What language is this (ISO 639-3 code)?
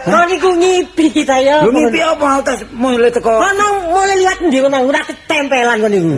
jav